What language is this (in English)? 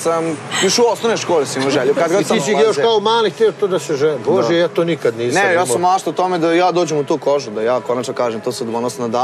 Serbian